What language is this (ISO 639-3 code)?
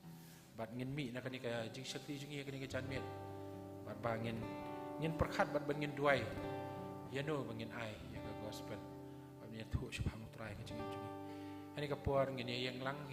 kha